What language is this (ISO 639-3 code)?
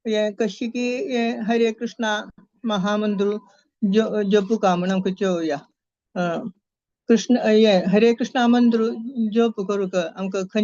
kok